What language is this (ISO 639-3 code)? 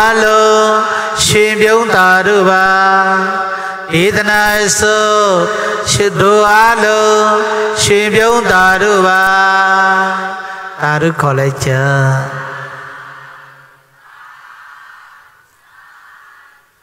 mya